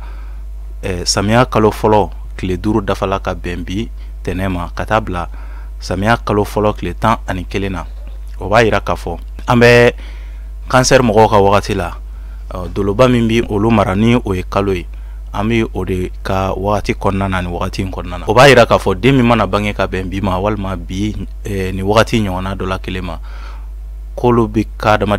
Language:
Bambara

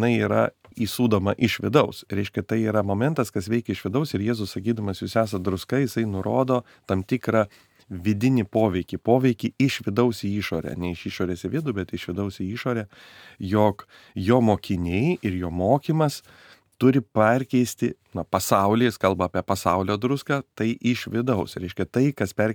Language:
Lithuanian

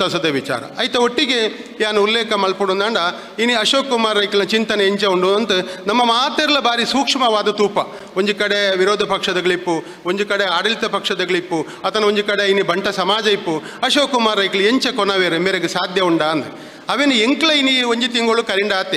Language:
Tulu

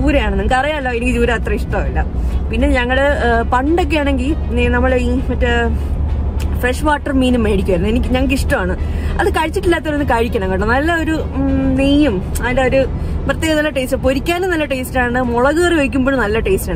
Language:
Malayalam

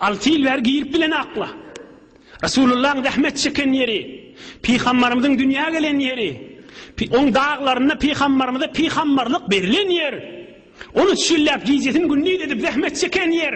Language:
Turkmen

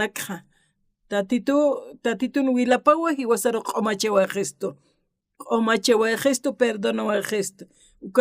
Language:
Aymara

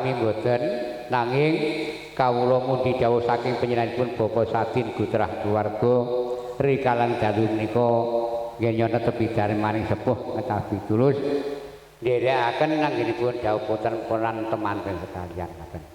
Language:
Javanese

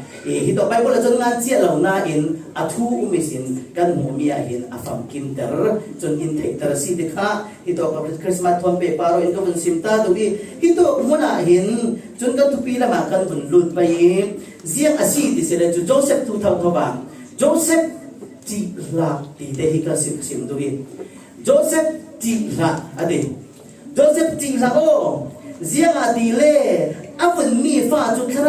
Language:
Falam Chin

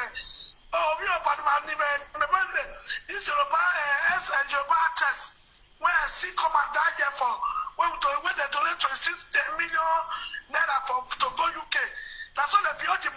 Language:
Nigerian Pidgin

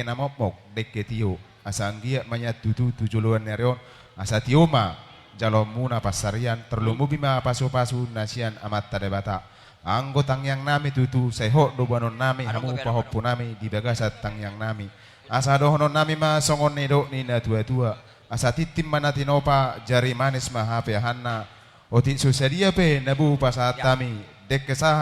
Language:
Batak Toba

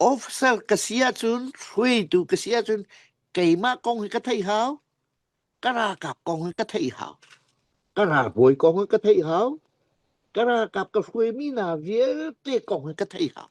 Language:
Falam Chin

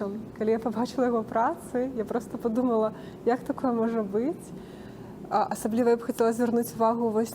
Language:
Belarusian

